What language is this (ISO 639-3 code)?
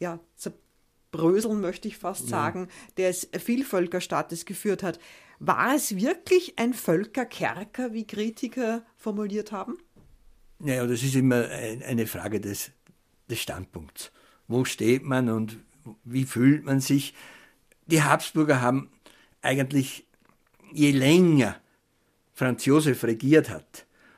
deu